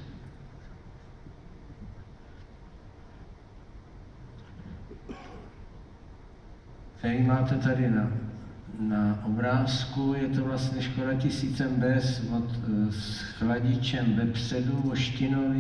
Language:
Czech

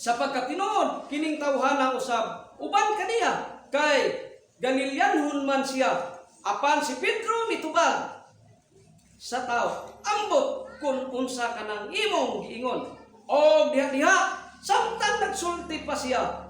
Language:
Cebuano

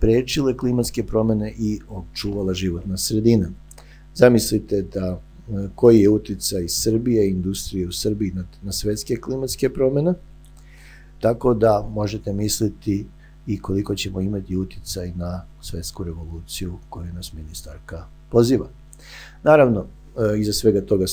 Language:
Serbian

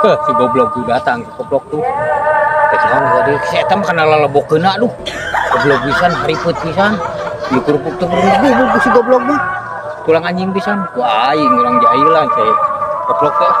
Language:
Sundanese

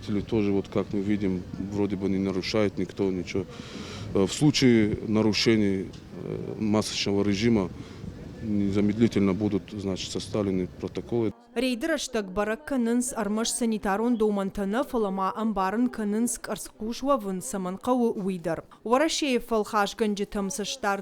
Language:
Ossetic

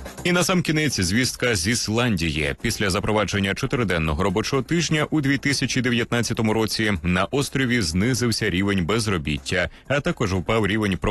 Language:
Ukrainian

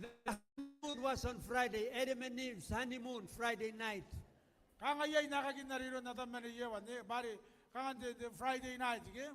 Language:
Gilbertese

